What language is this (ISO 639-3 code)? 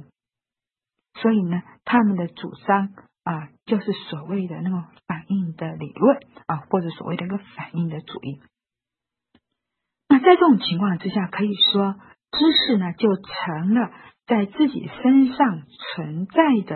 zho